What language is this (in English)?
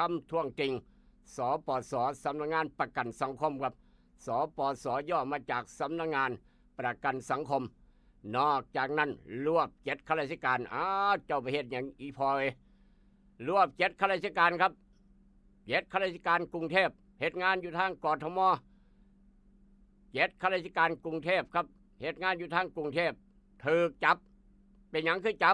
Northeastern Thai